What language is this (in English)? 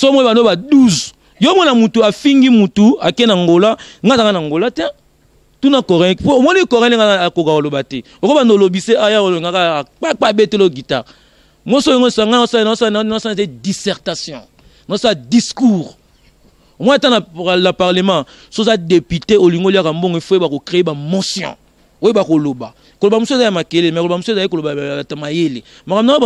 Lingala